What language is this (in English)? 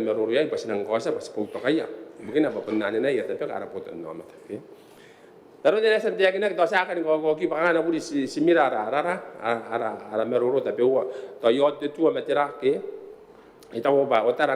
Gilbertese